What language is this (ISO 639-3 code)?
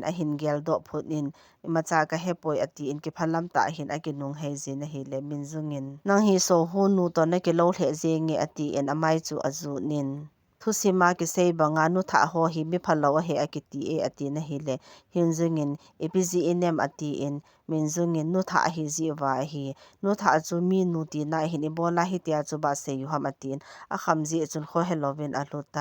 tcz